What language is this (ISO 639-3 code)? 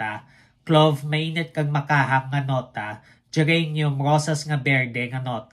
hil